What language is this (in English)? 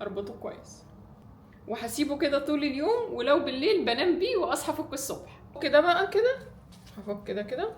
Egyptian Arabic